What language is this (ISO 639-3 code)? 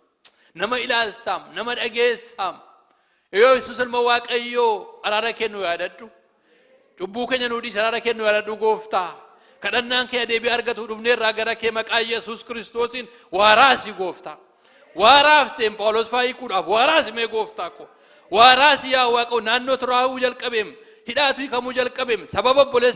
orm